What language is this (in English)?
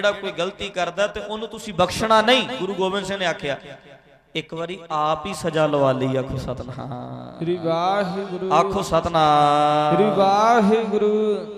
Punjabi